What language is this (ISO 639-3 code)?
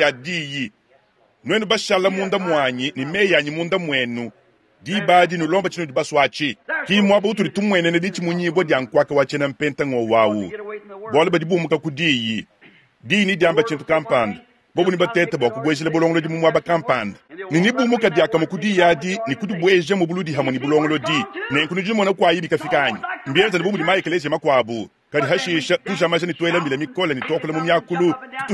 lua